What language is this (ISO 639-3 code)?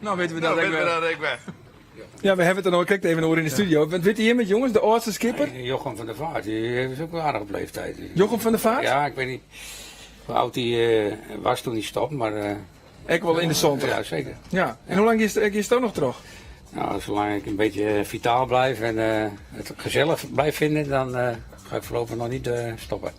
fry